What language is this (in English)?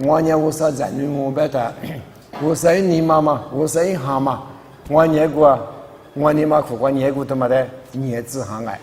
Lisu